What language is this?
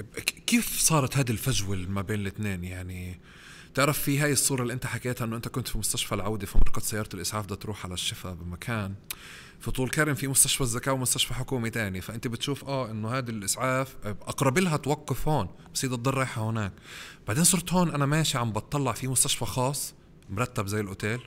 North Levantine Arabic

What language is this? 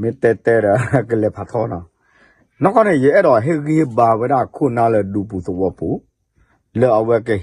S'gaw Karen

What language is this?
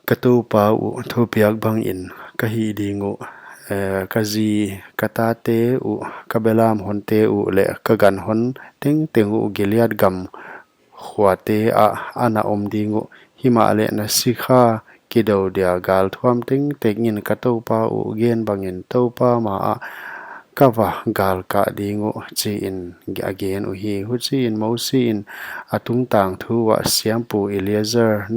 Paite Chin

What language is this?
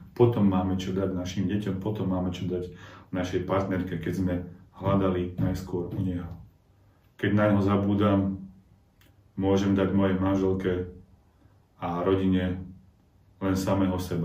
Slovak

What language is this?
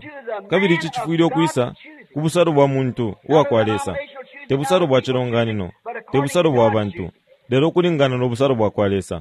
Bemba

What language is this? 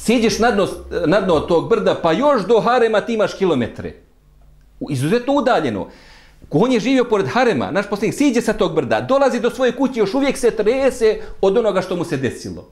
Bosnian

